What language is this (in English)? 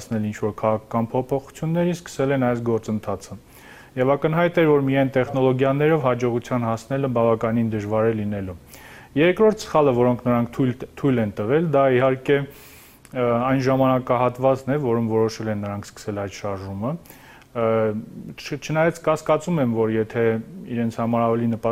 Armenian